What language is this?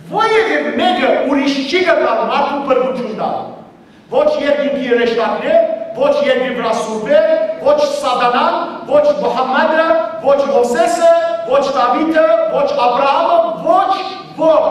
Western Armenian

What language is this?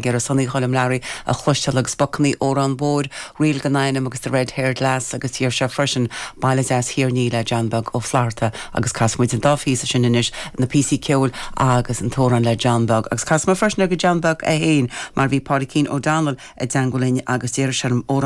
Irish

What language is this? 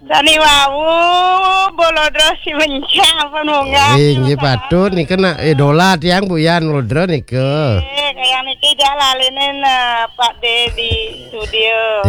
Balinese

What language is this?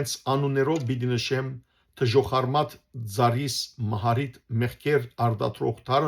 Western Armenian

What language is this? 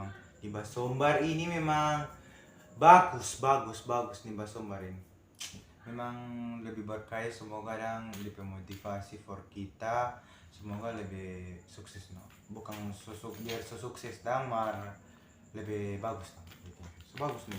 Manado Malay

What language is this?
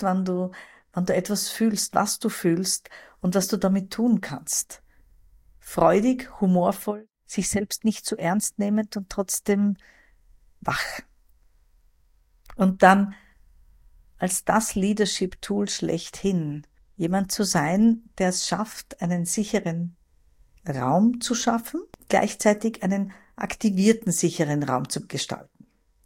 German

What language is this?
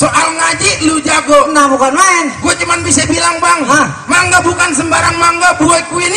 Betawi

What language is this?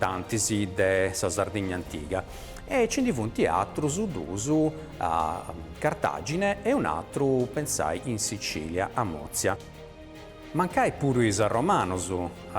Sardinian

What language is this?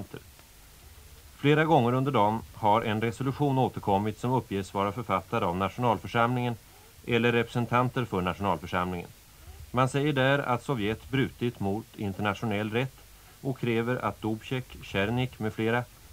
Swedish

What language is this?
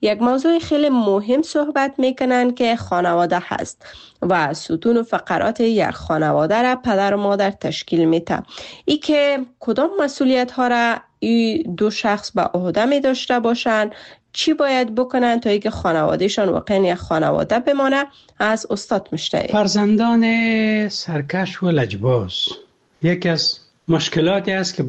Persian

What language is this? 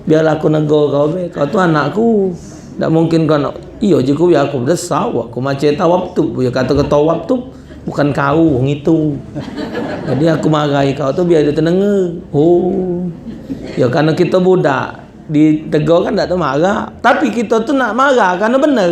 Musi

